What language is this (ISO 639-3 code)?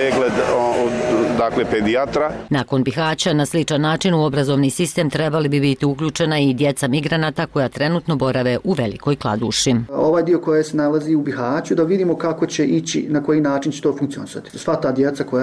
bos